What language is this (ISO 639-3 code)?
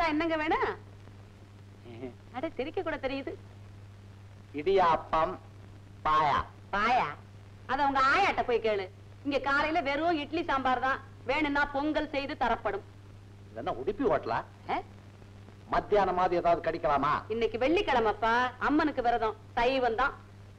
tam